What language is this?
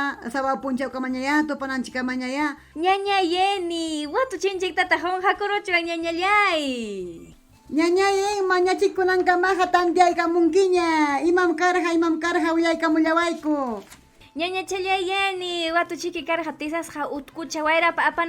Ayacucho Quechua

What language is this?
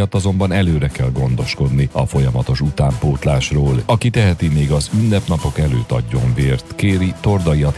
Hungarian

